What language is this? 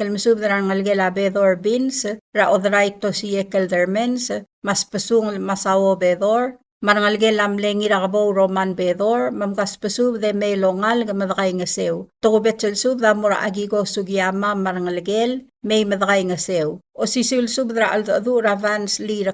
Palauan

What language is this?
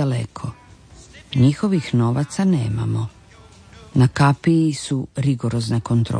Croatian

